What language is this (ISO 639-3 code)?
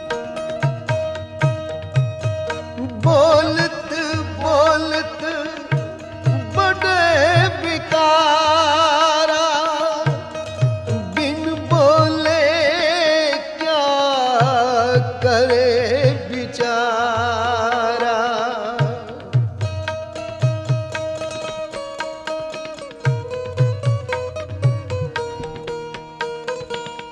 hin